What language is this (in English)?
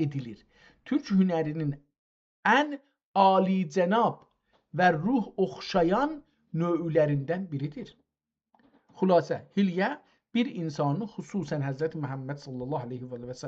South Azerbaijani